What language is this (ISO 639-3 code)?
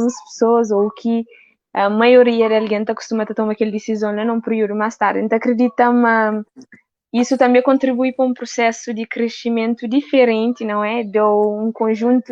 kea